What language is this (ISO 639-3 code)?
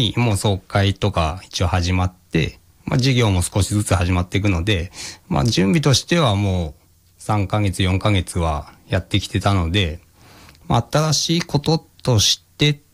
jpn